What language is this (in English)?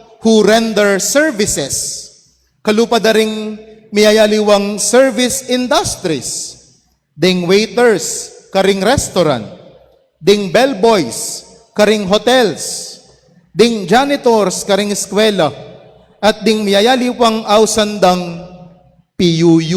Pampanga